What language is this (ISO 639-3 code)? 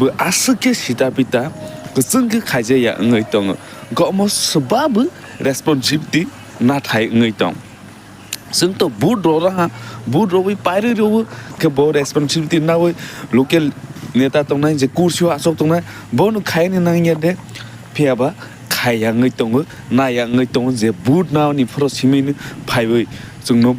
trp